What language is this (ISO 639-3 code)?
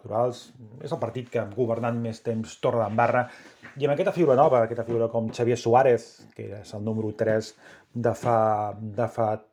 cat